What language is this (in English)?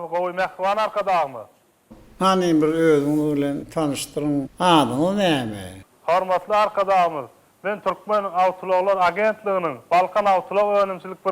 Turkmen